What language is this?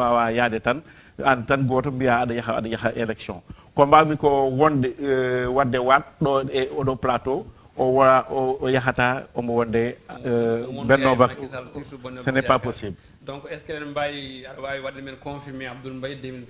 Fula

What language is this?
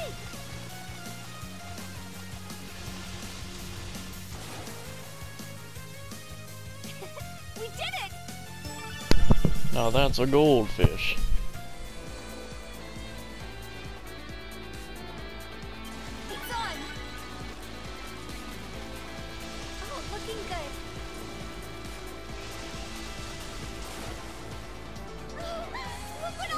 English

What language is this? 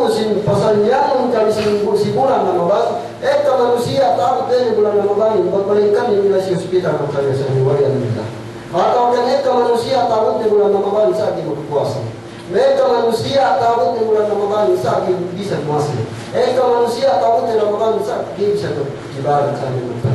Yakan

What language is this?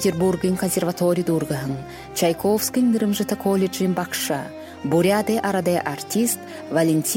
Buriat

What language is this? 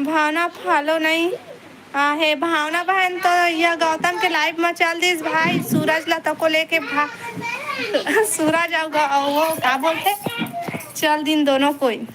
Chhattisgarhi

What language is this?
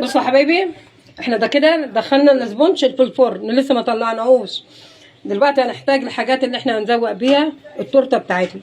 Egyptian Arabic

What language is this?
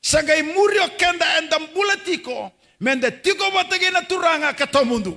Fijian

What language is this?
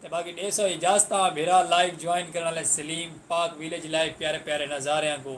Saraiki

